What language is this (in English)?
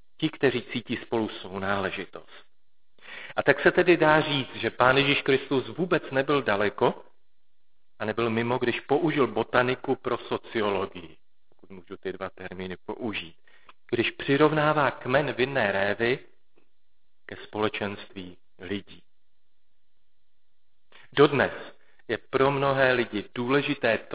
Czech